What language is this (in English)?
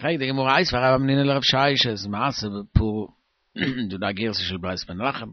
Yiddish